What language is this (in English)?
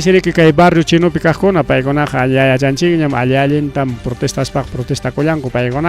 Ayacucho Quechua